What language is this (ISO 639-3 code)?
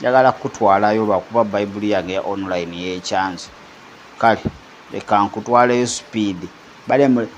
lug